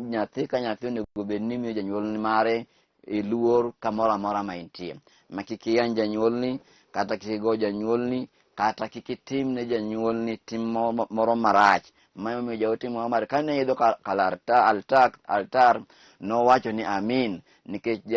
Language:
Luo (Kenya and Tanzania)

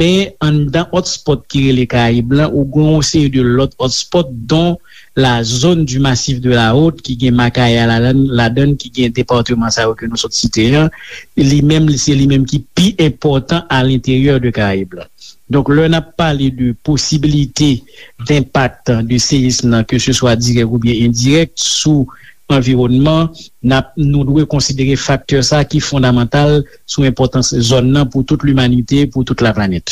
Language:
Haitian Creole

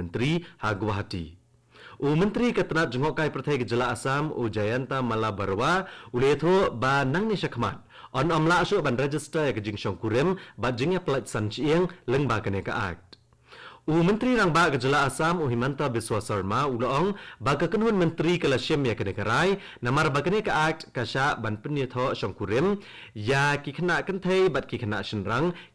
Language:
Khasi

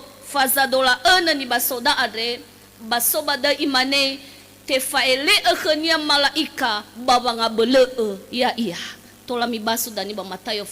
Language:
Nias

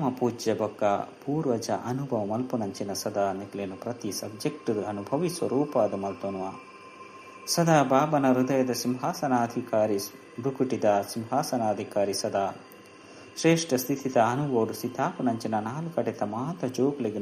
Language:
Tulu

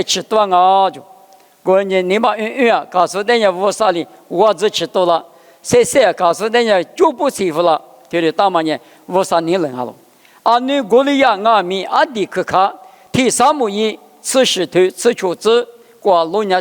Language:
Lisu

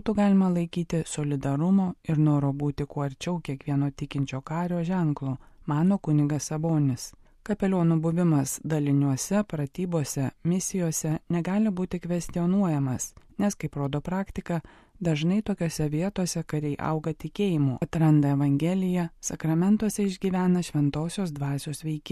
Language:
Lithuanian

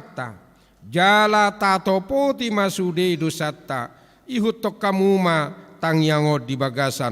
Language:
Batak Toba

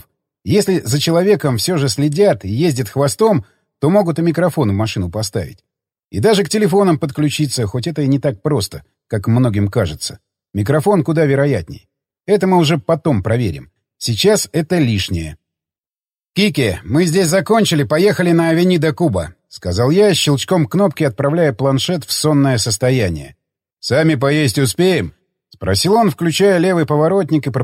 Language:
Russian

